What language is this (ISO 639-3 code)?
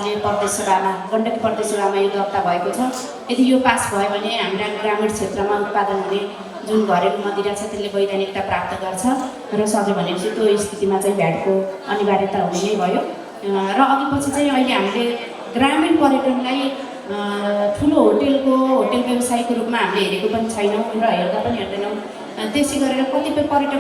nep